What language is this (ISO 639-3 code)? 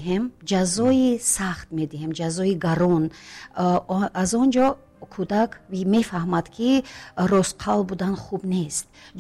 tgk